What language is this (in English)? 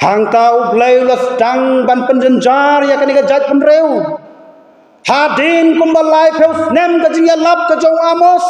Khasi